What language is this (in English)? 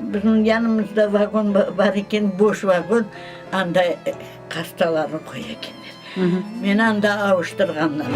Crimean Tatar